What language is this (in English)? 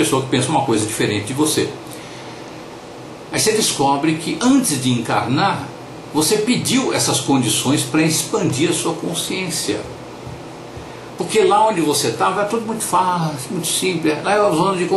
Portuguese